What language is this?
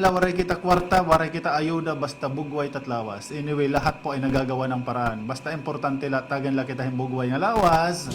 Waray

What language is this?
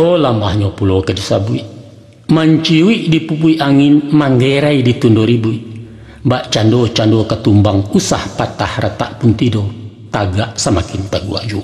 Minangkabau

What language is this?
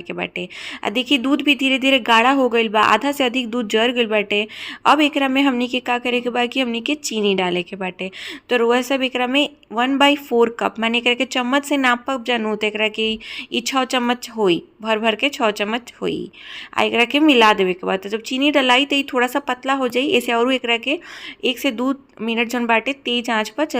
Bhojpuri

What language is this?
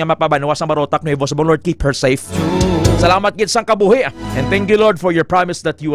Hiligaynon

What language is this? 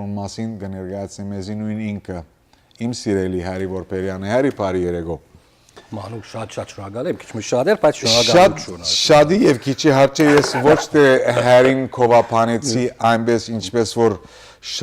Western Armenian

